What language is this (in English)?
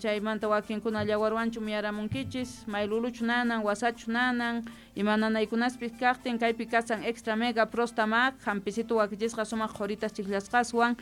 South Bolivian Quechua